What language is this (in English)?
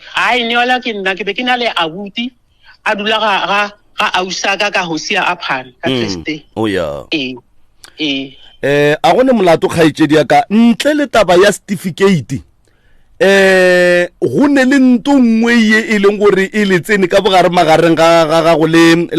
Northern Sotho